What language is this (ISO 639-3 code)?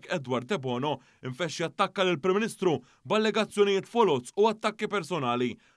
mlt